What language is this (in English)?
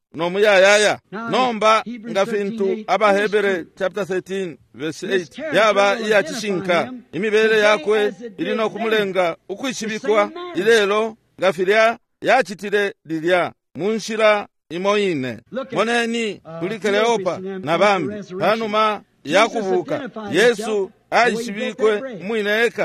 Bemba